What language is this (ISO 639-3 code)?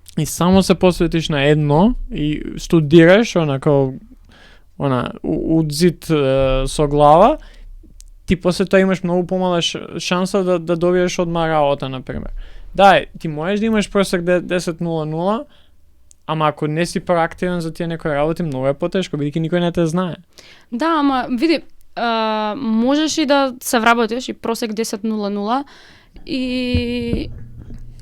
mkd